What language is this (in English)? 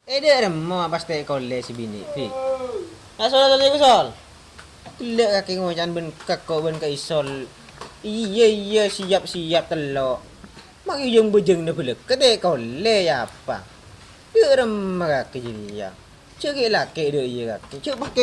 Madurese